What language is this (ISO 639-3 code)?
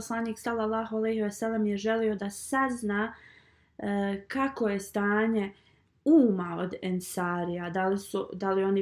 bos